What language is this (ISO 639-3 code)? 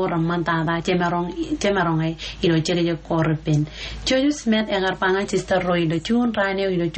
mah